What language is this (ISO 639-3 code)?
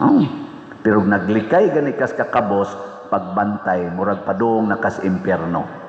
ceb